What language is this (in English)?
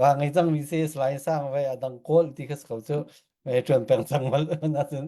Falam Chin